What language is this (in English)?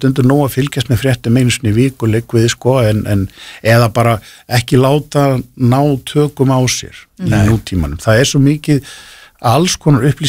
Icelandic